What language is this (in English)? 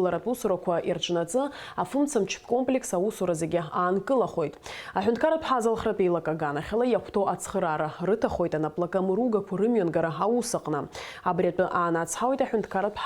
Abkhazian